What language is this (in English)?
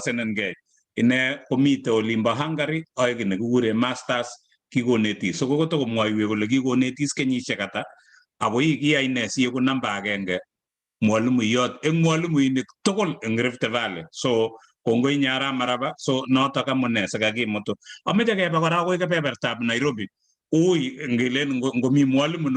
Kalenjin